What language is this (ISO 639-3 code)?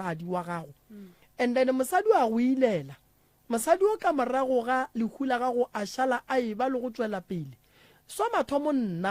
nso